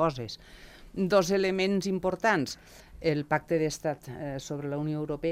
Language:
Catalan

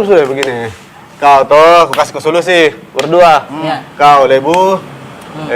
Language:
Makassar Malay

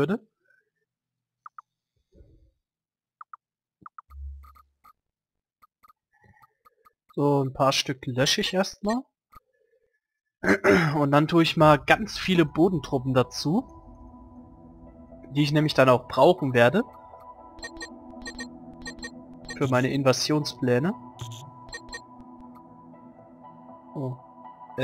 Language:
German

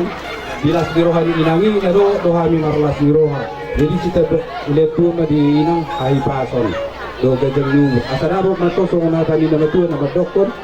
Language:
Batak Toba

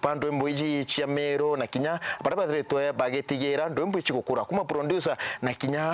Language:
Meru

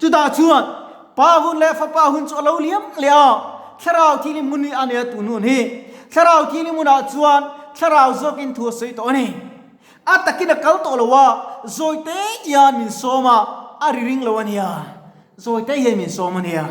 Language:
Mizo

